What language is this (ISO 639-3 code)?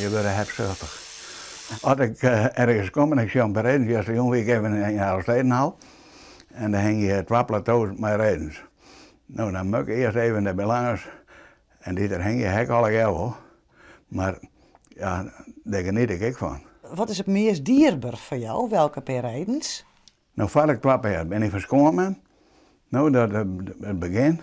fry